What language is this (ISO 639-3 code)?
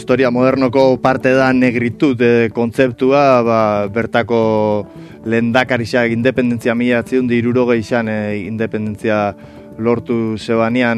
eus